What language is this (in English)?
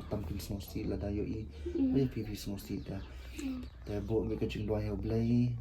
Khasi